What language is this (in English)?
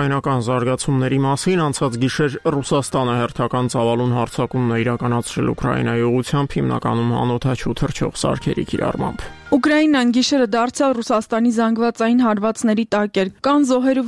Armenian